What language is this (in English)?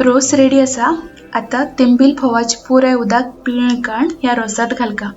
Konkani